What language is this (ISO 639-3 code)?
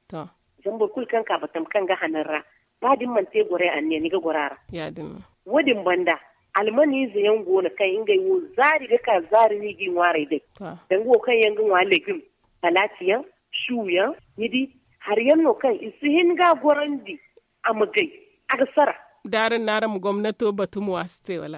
dje